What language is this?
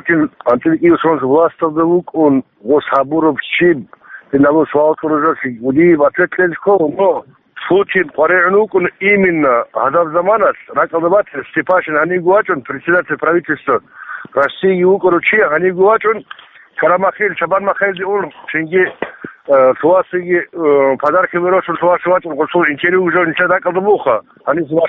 Avaric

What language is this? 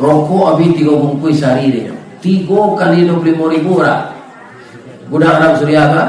Minangkabau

